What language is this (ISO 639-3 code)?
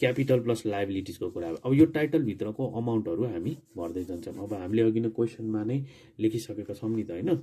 nep